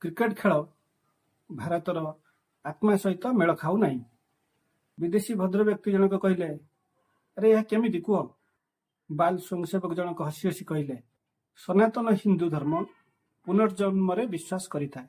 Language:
Odia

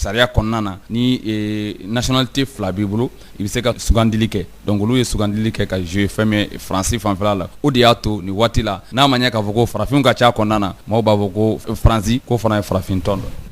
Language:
Bambara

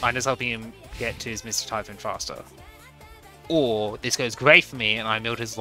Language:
English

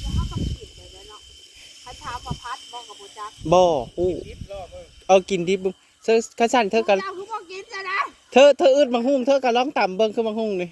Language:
Northeastern Thai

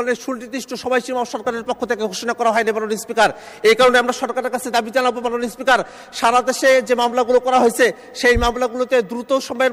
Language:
Bangla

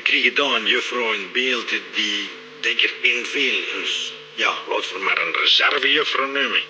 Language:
Limburgish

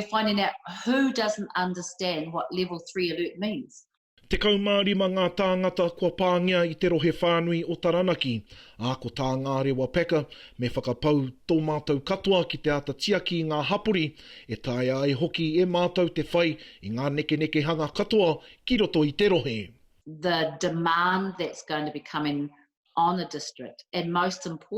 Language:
Māori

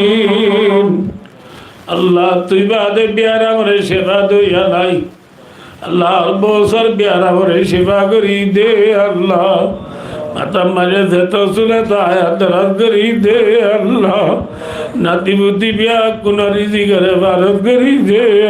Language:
Rohingya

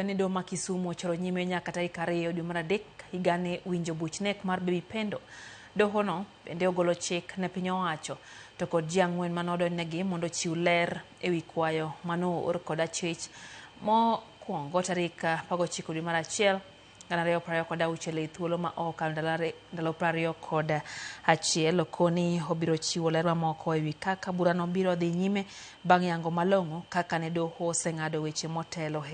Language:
Luo (Kenya and Tanzania)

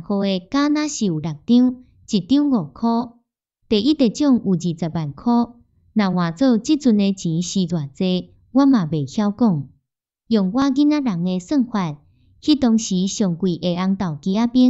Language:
Min Nan Chinese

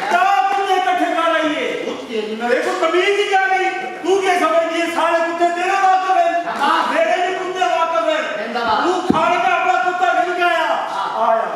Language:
Saraiki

